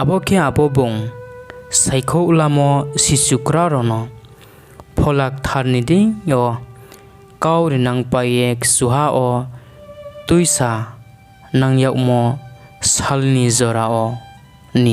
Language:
Riang (India)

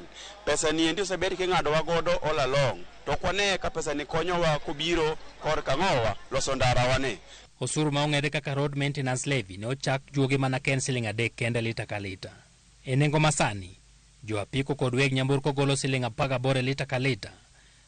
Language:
Luo (Kenya and Tanzania)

